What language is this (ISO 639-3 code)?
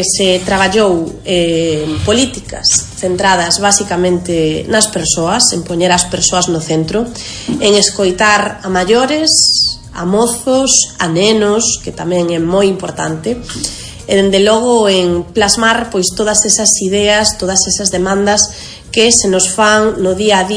glg